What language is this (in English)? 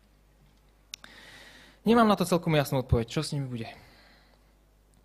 Slovak